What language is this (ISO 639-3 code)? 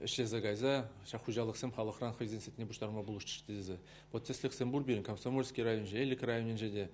chv